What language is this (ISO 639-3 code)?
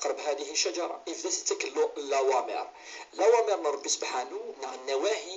kab